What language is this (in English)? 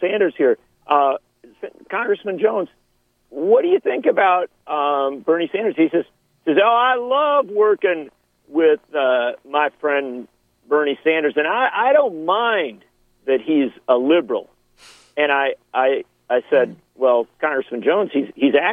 English